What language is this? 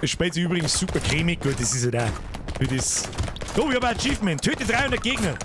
Bavarian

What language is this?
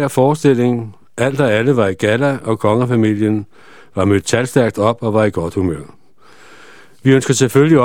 Danish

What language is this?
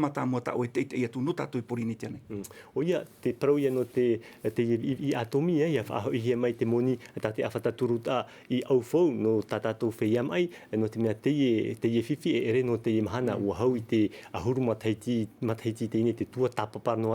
Tahitian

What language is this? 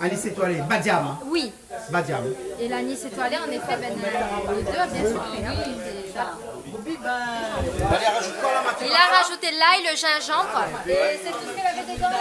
Réunion Creole French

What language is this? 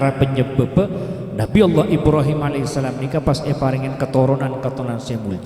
Madurese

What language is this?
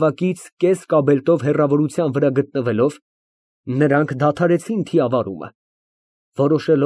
Armenian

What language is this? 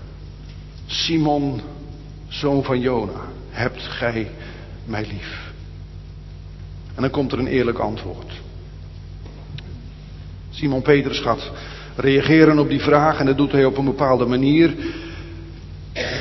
Dutch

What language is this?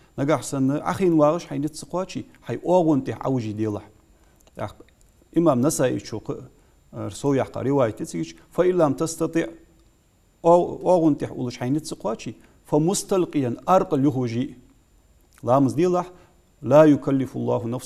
Ingush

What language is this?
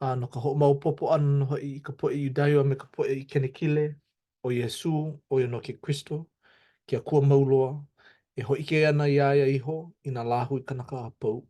Hawaiian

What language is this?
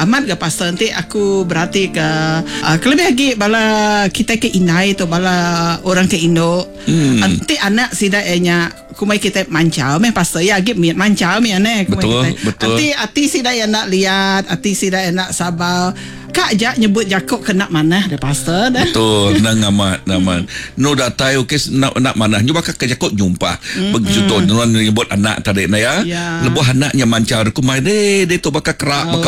Iban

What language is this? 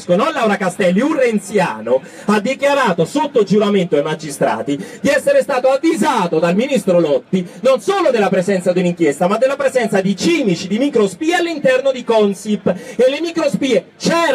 Italian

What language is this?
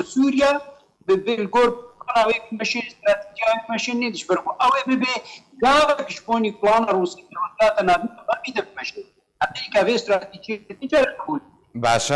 Kurdish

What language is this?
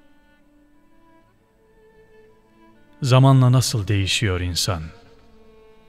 Turkish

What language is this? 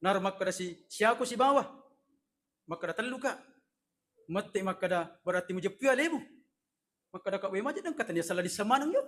Buginese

